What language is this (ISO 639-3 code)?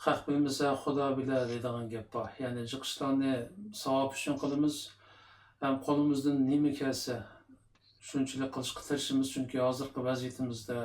uig